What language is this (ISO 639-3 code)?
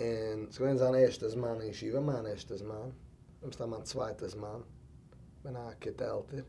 yid